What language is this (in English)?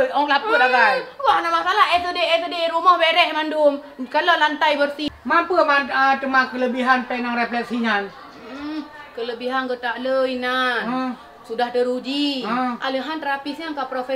Achinese